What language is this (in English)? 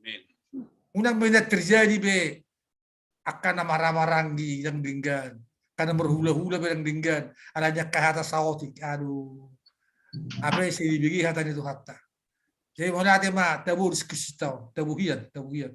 Batak Toba